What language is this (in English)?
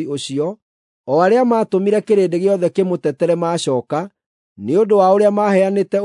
Kikuyu